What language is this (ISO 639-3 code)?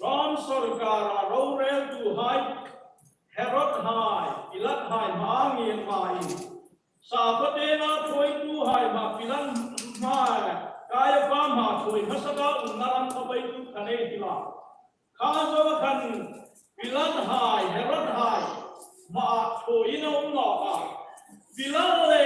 hmr